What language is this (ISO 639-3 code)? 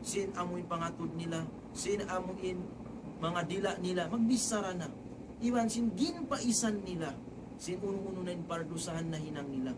tsg